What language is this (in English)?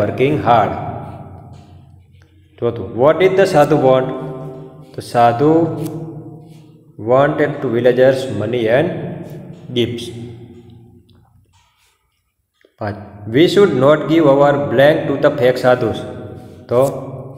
Gujarati